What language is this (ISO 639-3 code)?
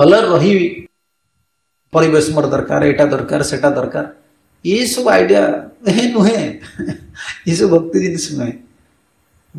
ori